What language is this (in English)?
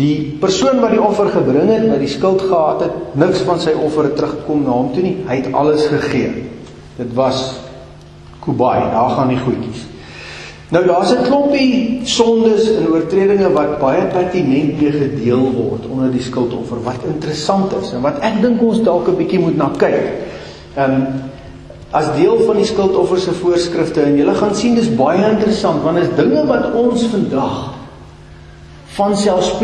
Afrikaans